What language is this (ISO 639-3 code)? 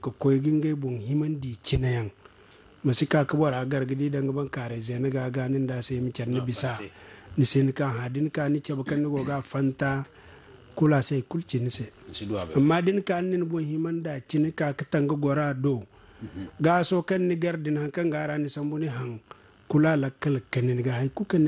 dje